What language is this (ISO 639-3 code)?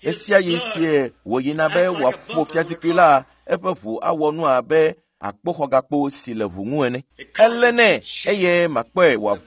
ewe